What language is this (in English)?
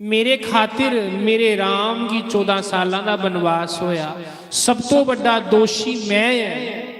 Dogri